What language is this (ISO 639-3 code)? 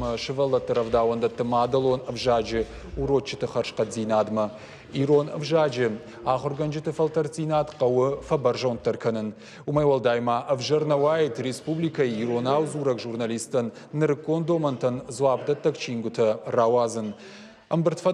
oss